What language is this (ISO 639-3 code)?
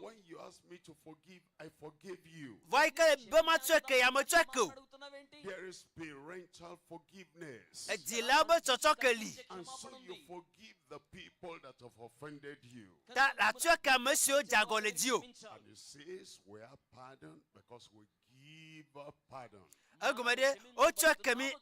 ewe